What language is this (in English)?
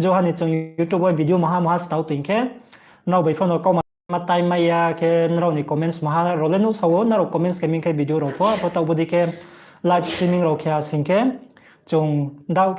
Riang (India)